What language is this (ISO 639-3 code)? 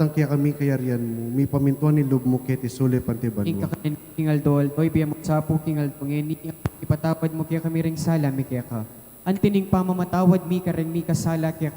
pam